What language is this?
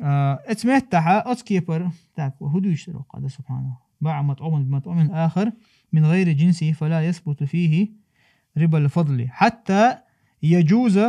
Chechen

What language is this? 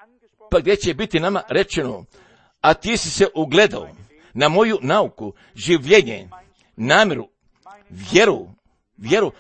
Croatian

